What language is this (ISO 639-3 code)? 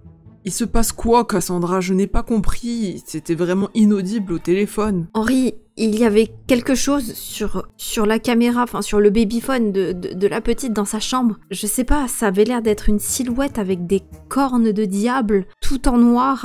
fra